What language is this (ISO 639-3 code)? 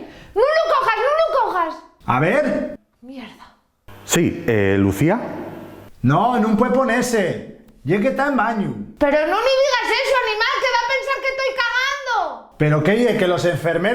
ast